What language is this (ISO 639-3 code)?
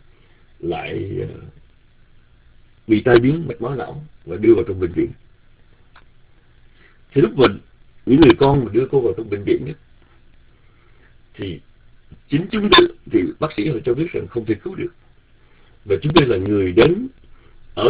vie